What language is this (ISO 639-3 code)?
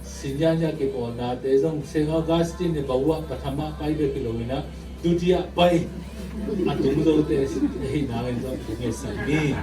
ctd